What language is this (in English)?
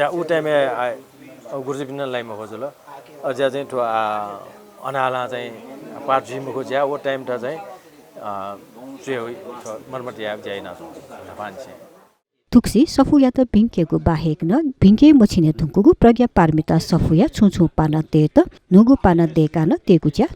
Newari